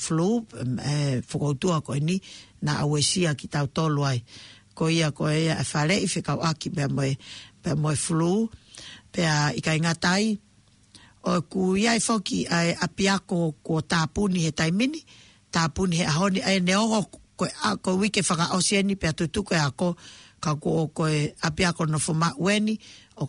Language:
Tongan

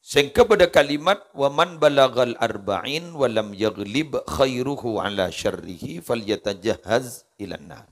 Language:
Madurese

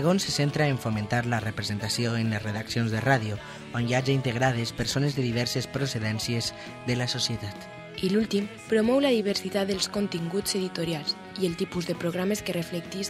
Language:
Catalan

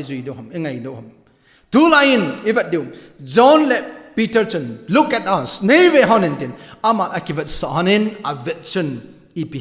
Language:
Thado Chin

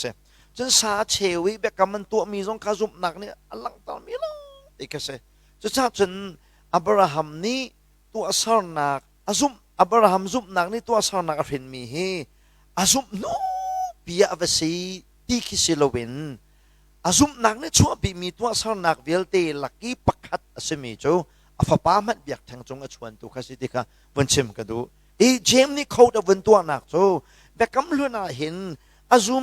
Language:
Hakha Chin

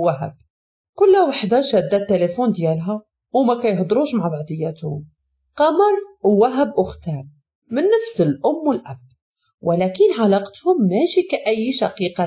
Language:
Moroccan Arabic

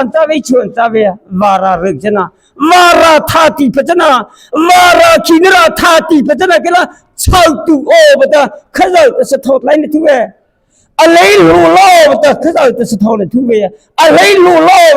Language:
Mara Chin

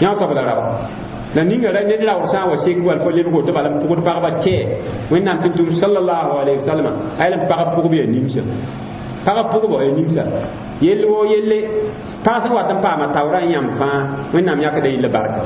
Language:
Mossi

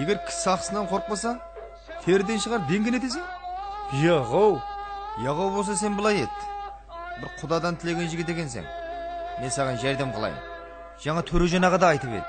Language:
Kara-Kalpak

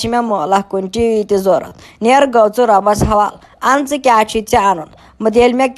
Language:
Kashmiri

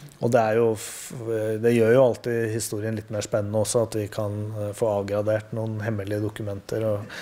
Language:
Norwegian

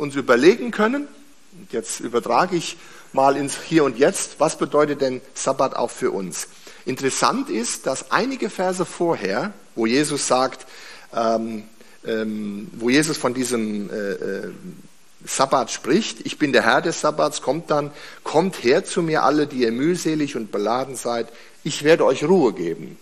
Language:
German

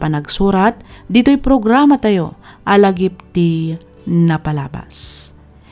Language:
Iloko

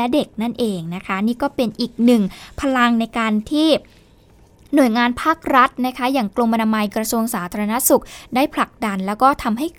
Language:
Thai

